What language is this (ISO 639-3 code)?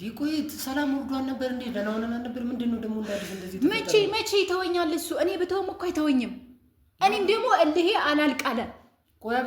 amh